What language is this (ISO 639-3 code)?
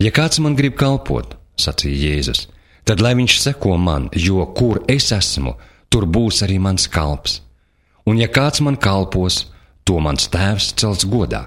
lav